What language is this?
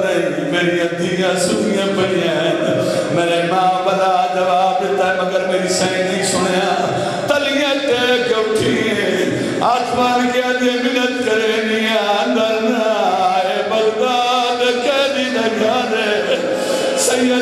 Western Panjabi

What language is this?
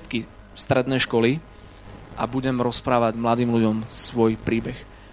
Slovak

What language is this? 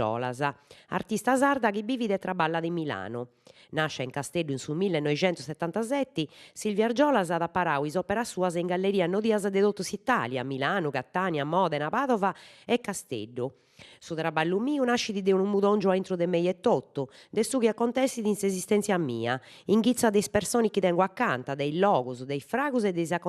Sardinian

